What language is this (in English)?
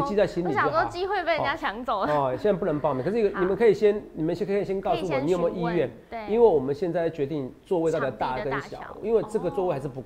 Chinese